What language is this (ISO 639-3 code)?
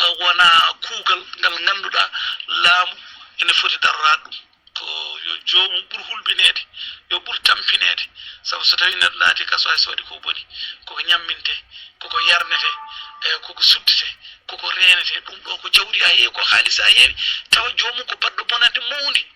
ful